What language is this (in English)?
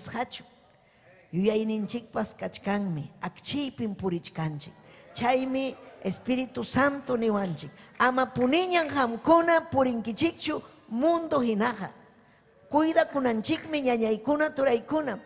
Ayacucho Quechua